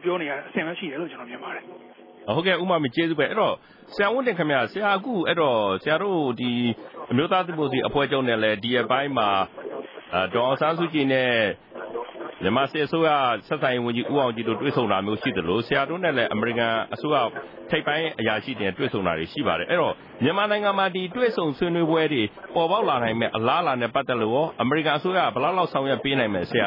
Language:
Burmese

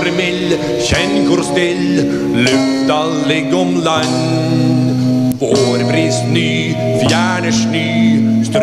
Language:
Norwegian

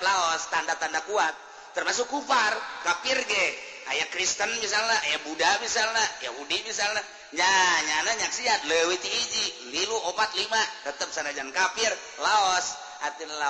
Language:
Sundanese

